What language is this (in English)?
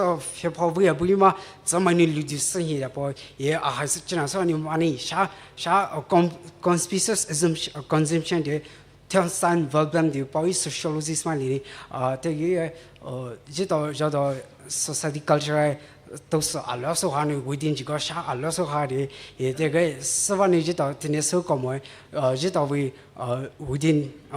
Poumei Naga